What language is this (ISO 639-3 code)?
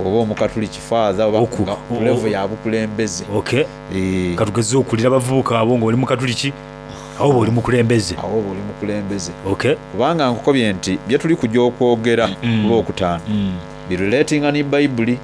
xog